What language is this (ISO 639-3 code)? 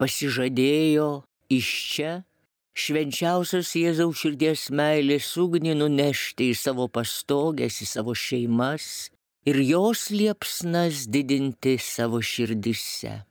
lit